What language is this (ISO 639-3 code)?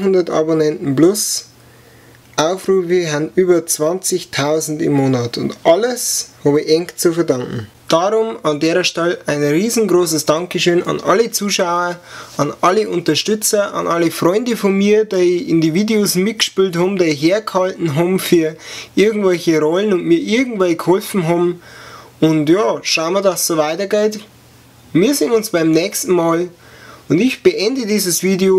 bar